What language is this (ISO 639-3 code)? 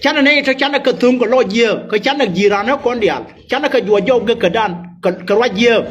nus